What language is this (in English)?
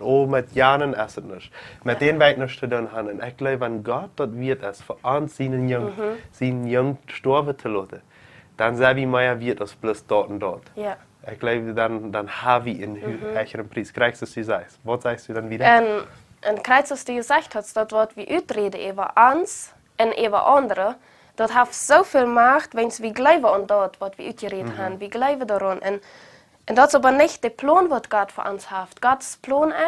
Plautdietsch